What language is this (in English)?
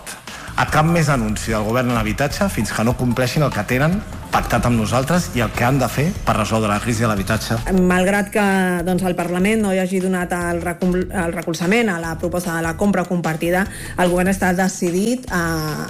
Catalan